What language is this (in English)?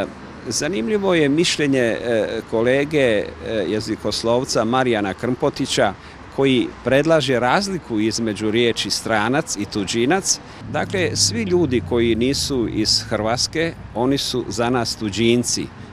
Croatian